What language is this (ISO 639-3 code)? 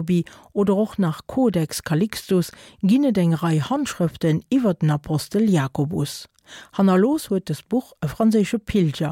ltz